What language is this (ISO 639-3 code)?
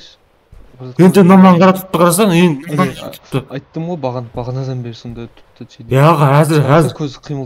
kaa